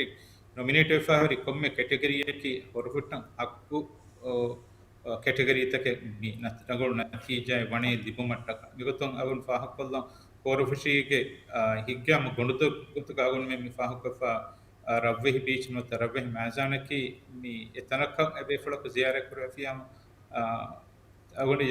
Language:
Divehi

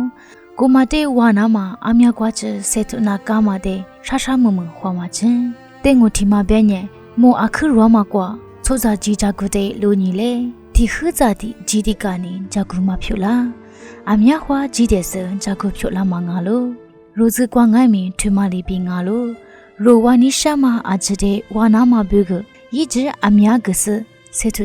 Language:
Lisu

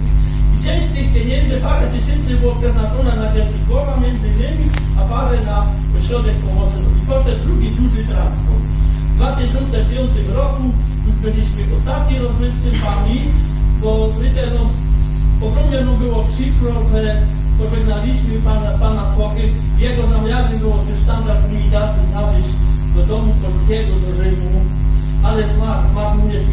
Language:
Polish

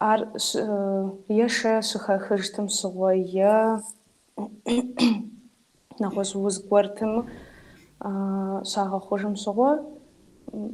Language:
Kabardian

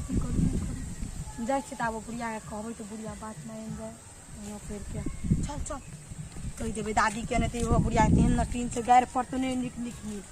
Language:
Maithili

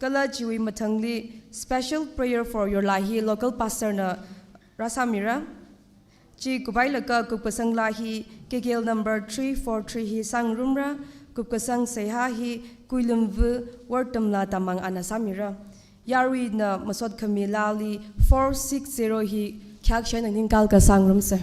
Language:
Tangkhul Naga (India)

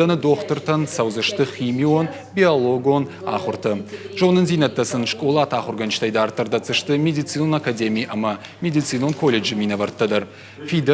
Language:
Ossetic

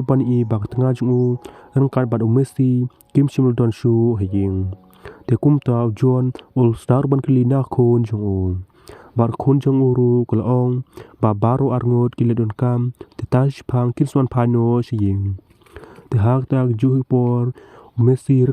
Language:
Khasi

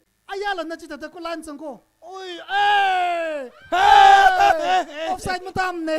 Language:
Tangkhul Naga (India)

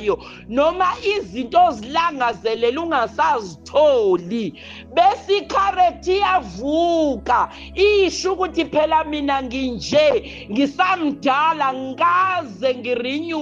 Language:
Zulu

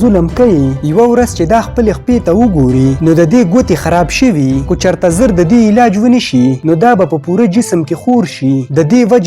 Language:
Pashto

